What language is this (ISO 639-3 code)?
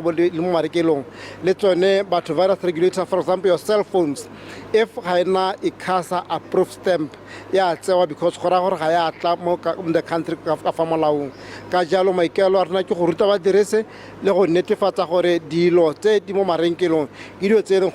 tsn